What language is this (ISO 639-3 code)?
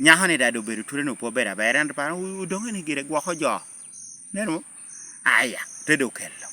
laj